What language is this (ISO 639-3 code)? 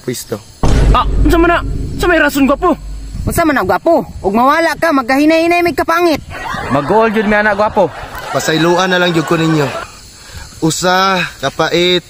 ceb